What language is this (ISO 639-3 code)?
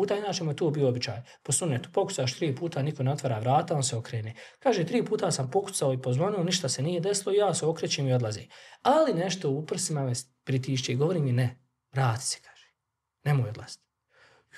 bos